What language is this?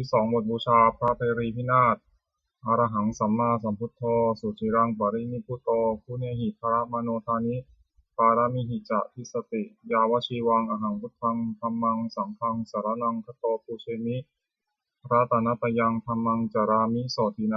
Pali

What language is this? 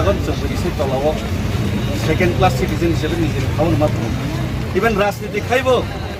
Kok Borok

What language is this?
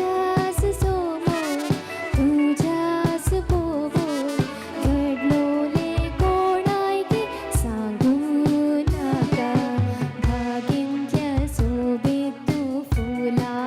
Konkani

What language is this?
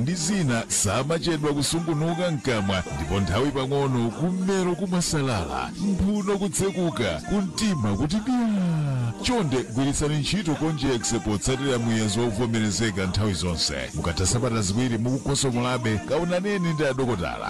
Nyanja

